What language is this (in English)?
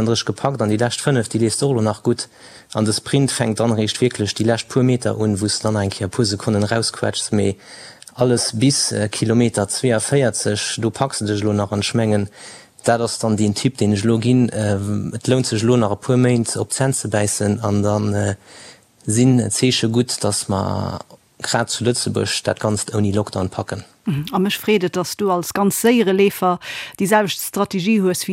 Luxembourgish